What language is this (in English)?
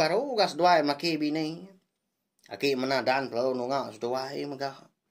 Iban